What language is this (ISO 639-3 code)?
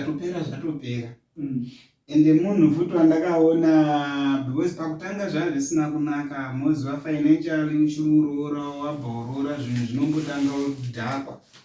sna